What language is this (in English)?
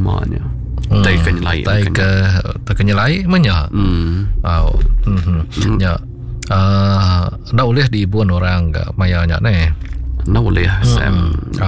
Iban